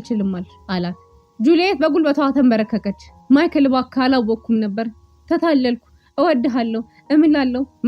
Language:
Amharic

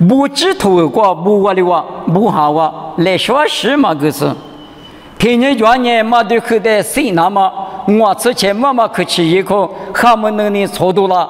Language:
Lisu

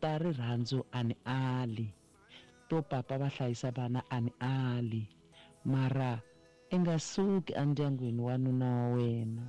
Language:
Tsonga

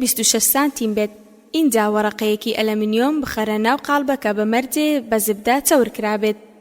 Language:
Central Kurdish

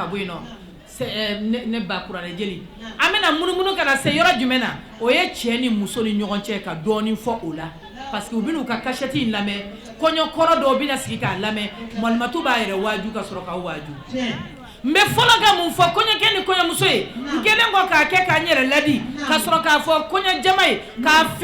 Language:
Bambara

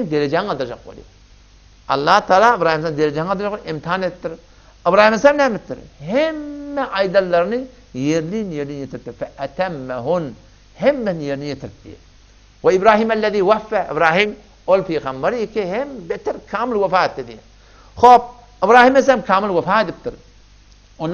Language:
Turkmen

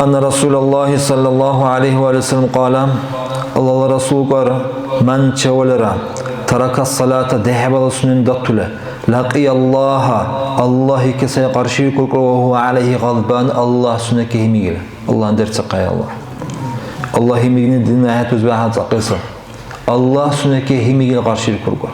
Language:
Dargwa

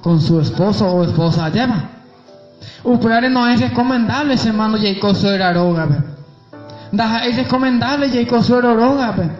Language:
Guarani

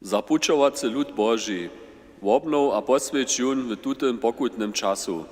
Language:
Upper Sorbian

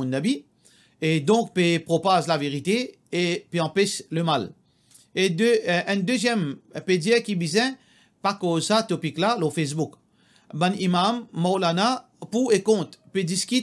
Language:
Morisyen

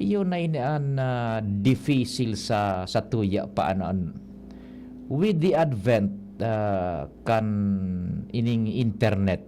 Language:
Bikol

